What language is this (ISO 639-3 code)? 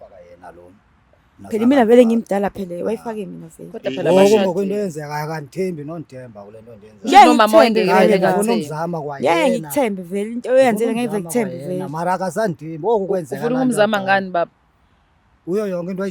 zul